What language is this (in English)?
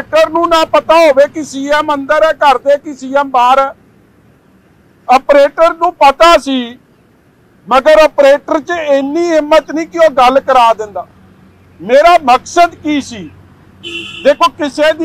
Punjabi